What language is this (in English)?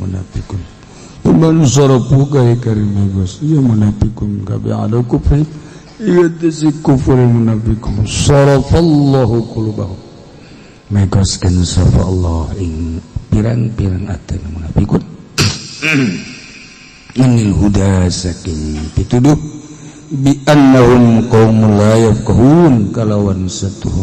Sundanese